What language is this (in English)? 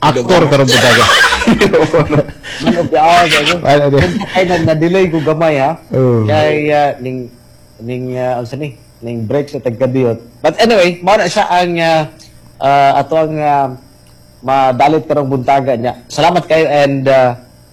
Cebuano